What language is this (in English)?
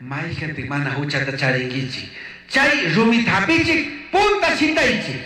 Chimborazo Highland Quichua